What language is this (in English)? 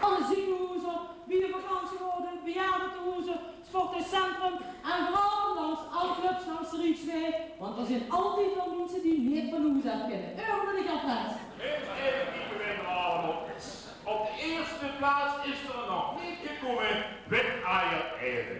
Limburgish